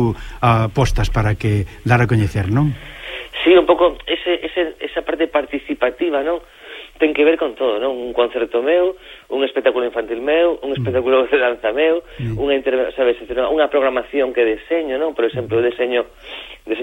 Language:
Galician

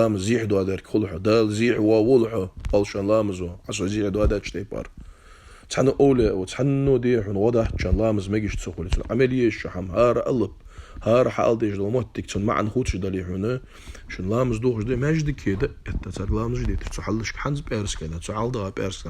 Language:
Ingush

